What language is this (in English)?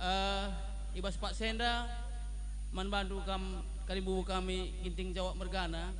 Batak Karo